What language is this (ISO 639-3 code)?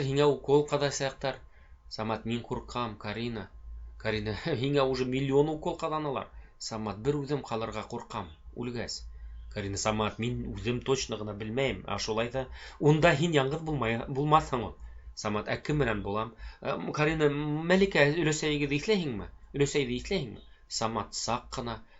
bak